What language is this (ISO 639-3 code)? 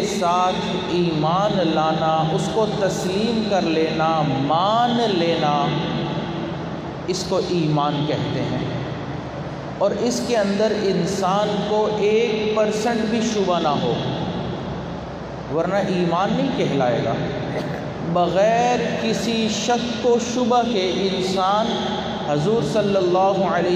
urd